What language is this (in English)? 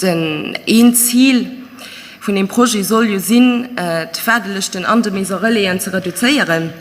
Luxembourgish